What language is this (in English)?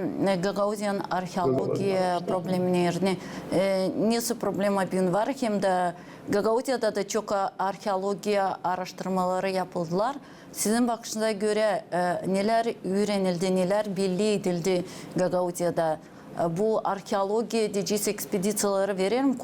Gagauz